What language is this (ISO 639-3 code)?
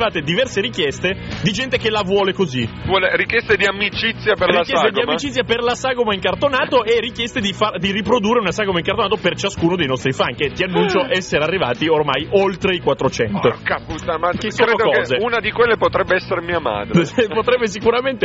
ita